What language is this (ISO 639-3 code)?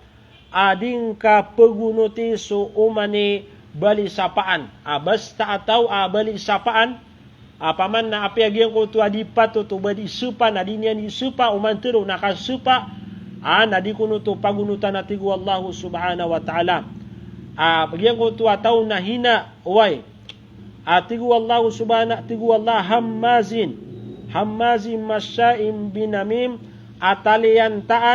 mrw